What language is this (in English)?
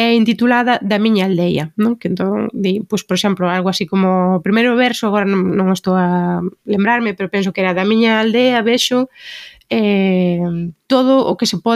Galician